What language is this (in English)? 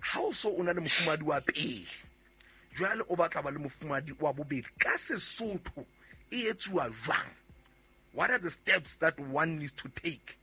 Southern Sotho